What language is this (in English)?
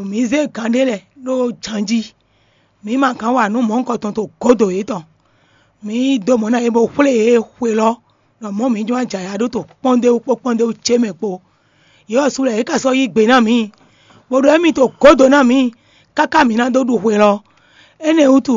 Fon